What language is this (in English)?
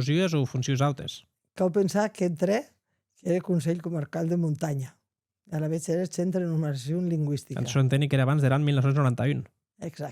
Occitan